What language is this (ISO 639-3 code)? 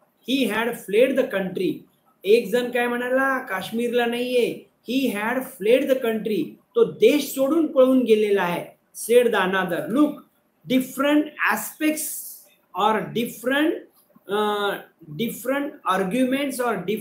mar